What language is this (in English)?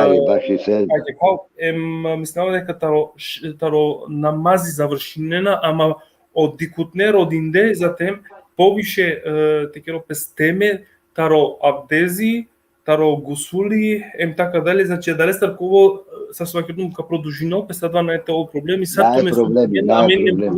Balkan Romani